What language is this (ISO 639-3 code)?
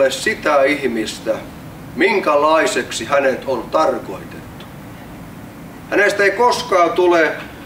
fin